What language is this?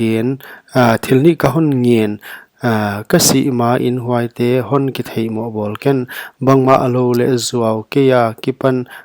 Paite Chin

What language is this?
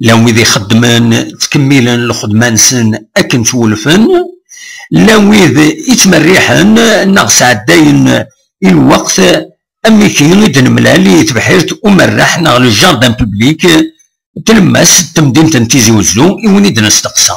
Kabyle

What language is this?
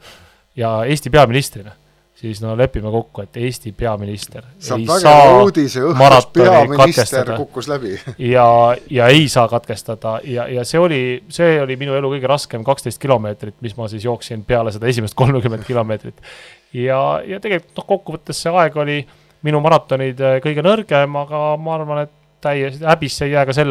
Estonian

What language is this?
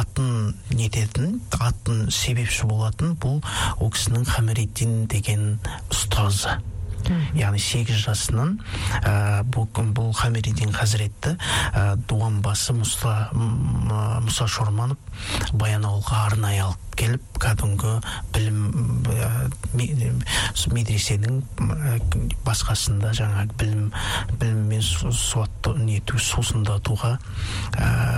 Kazakh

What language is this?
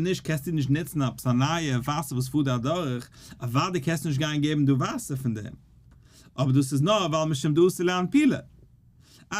Yiddish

